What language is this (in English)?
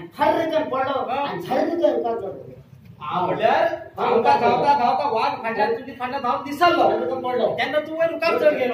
Konkani